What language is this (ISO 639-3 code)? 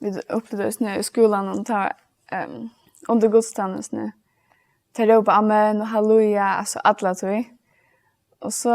fao